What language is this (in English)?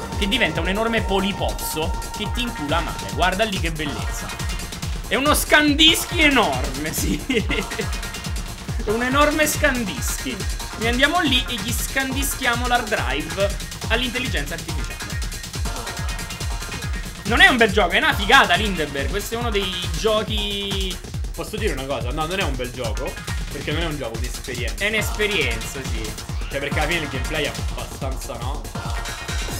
Italian